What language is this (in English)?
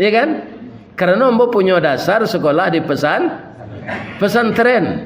Minangkabau